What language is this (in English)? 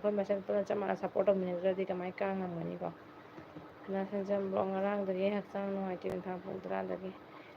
Manipuri